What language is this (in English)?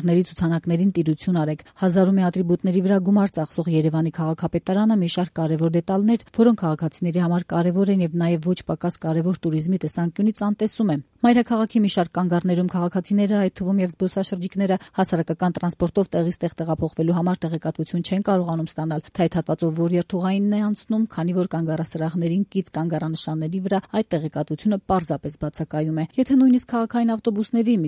Armenian